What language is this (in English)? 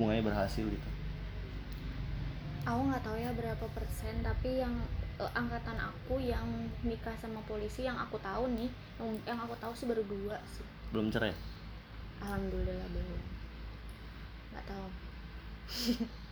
Indonesian